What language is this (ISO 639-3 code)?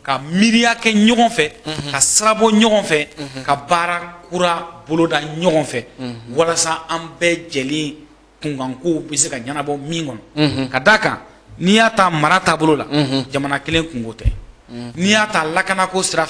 bam